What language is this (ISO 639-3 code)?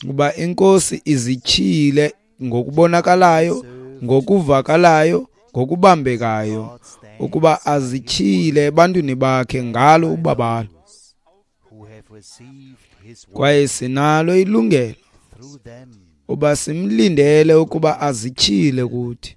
xho